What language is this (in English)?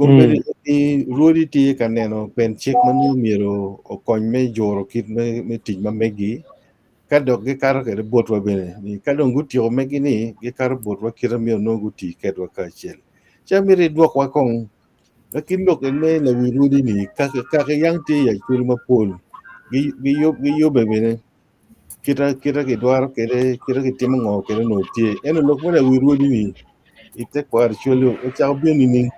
Acoli